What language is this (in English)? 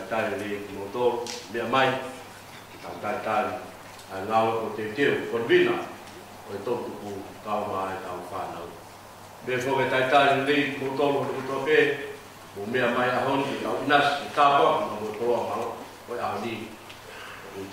Tongan